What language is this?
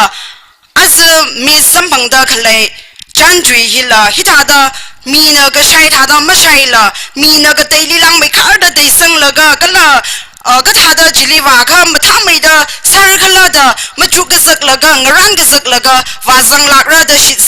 Tangkhul Naga (India)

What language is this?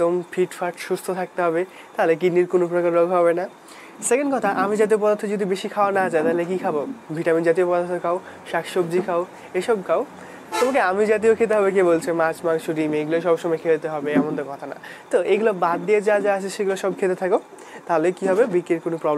Bangla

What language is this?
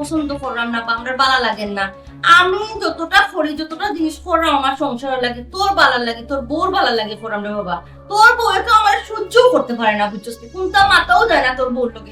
Sylheti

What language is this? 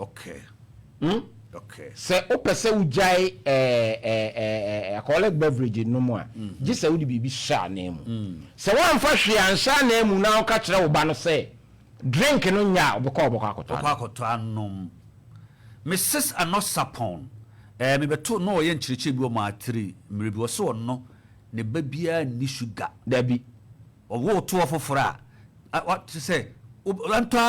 Akan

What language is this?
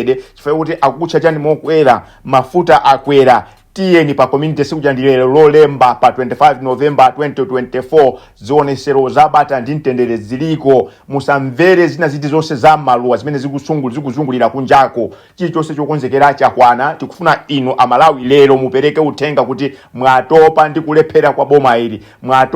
Nyanja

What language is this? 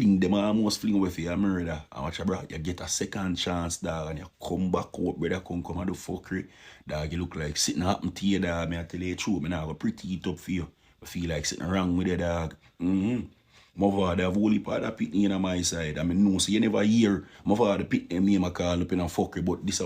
Jamaican Creole English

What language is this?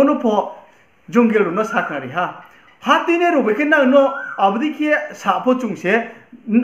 Riang (India)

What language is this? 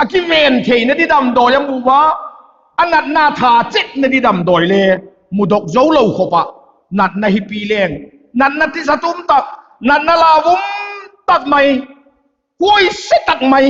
Vaiphei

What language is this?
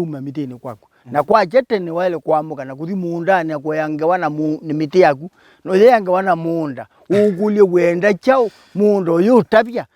Kamba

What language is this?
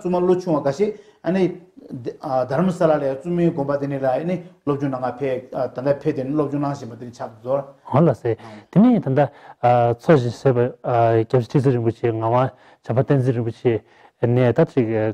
Tibetan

